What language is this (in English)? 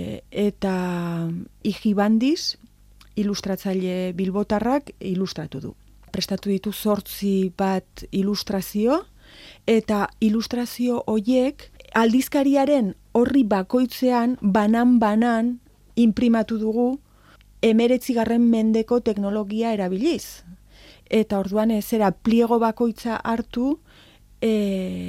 Basque